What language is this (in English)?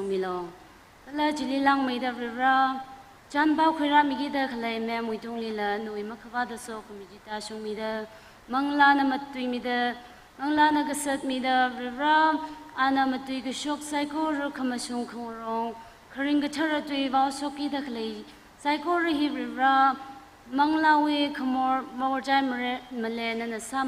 Tangkhul Naga (India)